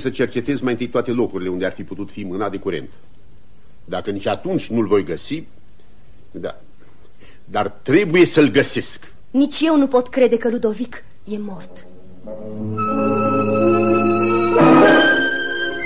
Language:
Romanian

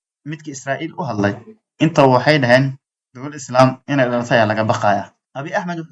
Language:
Somali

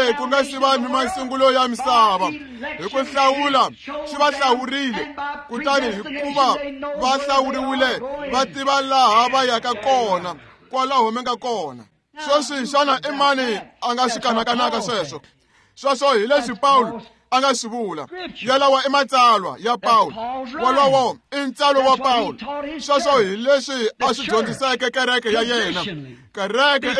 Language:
Tsonga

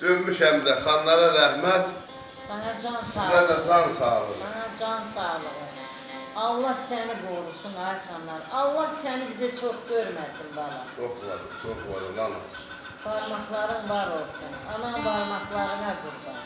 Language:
South Azerbaijani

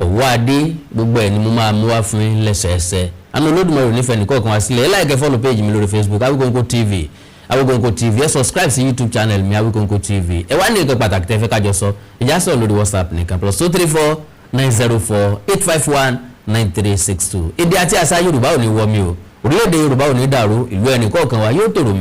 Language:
Yoruba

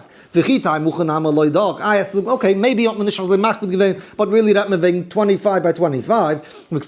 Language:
Yiddish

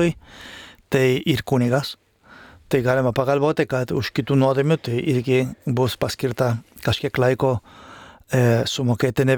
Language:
Lithuanian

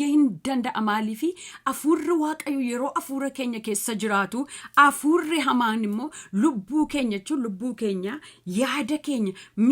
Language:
Oromo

